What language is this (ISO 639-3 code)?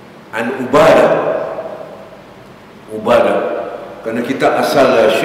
msa